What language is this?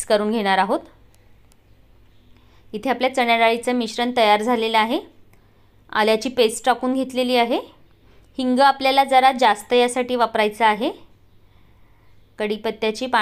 Marathi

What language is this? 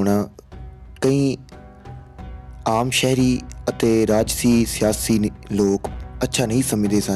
Punjabi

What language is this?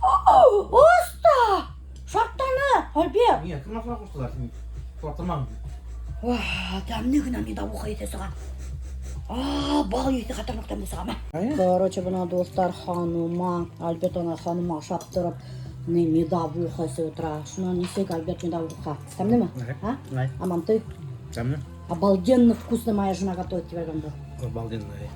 Bashkir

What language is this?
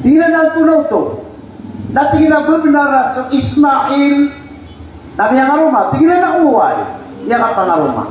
Maranao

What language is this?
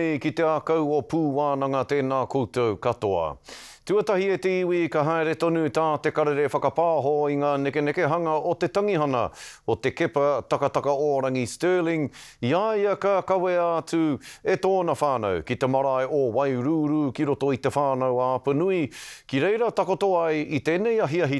Māori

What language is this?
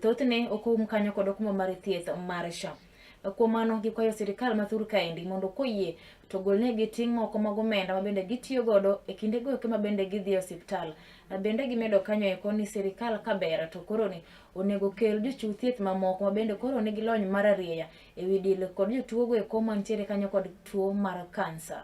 Luo (Kenya and Tanzania)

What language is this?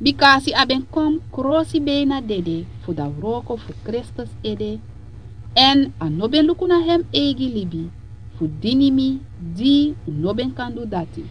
Sranan Tongo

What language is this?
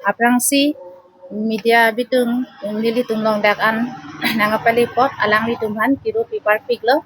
Karbi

